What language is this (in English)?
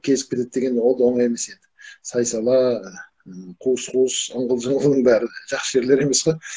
Kazakh